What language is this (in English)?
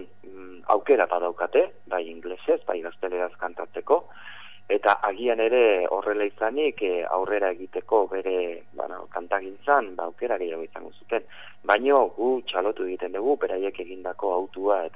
Basque